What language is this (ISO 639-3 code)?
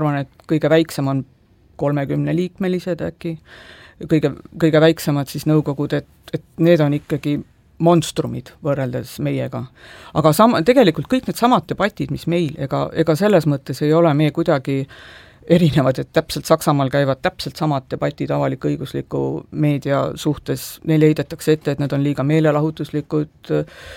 est